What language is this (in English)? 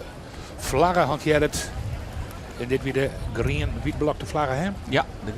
Western Frisian